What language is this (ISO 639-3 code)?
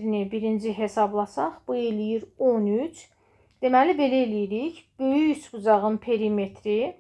aze